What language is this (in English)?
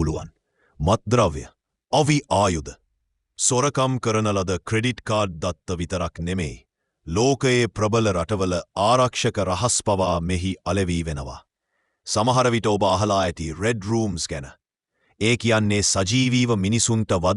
Sinhala